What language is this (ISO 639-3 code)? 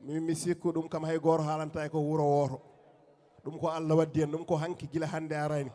ful